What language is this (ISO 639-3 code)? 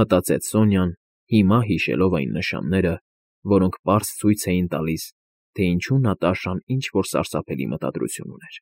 hye